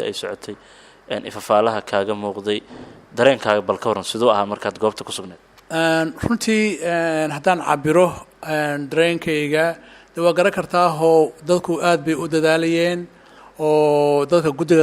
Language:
Somali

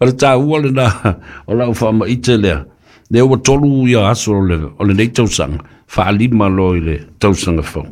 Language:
Samoan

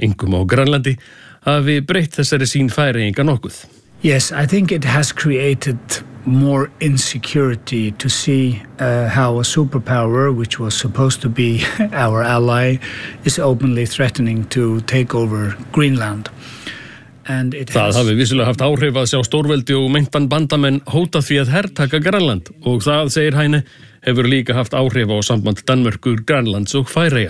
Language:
Icelandic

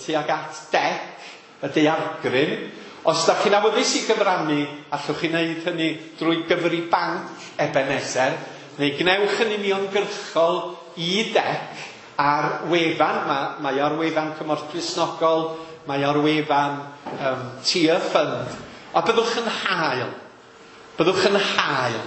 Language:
Welsh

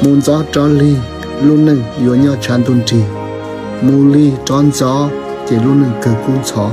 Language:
Hmong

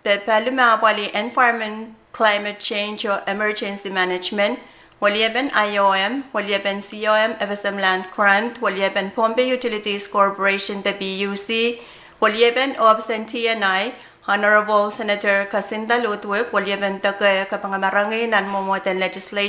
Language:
Pohnpeian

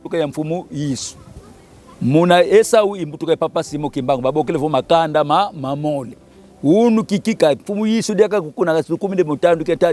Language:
Kongo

